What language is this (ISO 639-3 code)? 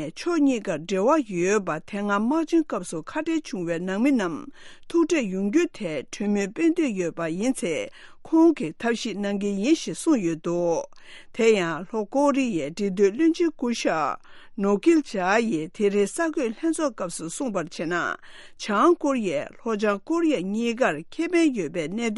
bod